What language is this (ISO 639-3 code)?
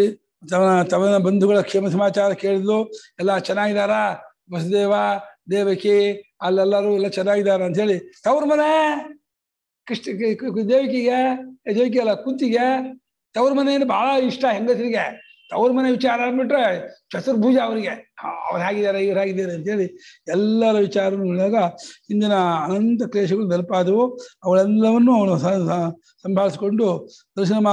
kan